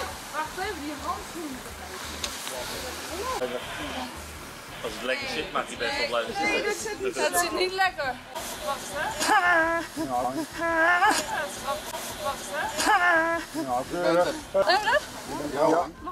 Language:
Dutch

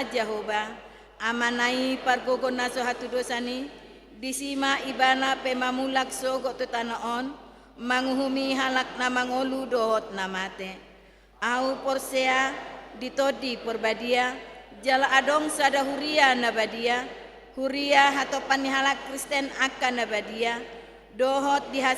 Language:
Batak Toba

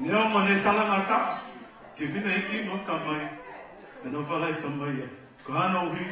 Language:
Tongan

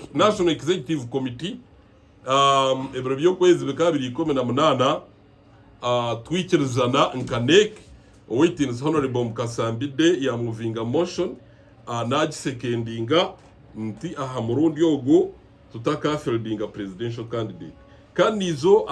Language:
Nyankole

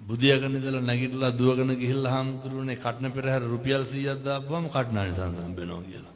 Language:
Sinhala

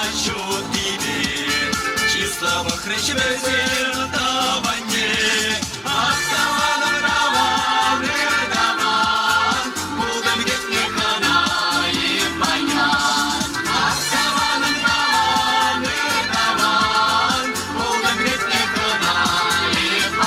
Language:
Chuvash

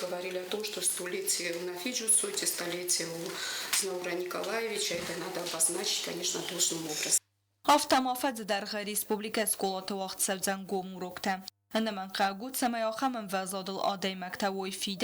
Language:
Ossetic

